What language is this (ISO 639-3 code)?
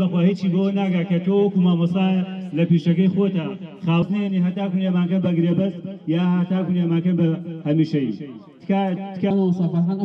ckb